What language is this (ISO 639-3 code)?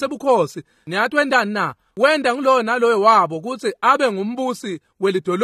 ssw